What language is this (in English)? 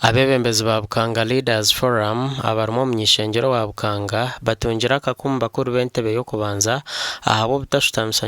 Nyankole